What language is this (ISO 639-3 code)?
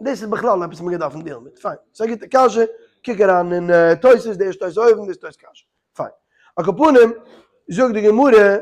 yid